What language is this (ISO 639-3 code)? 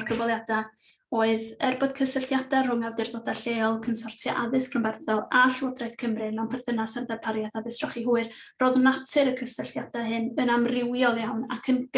cym